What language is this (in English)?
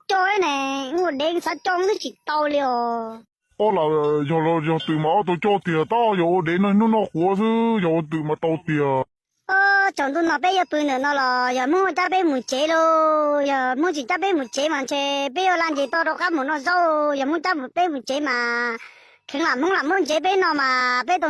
Hmong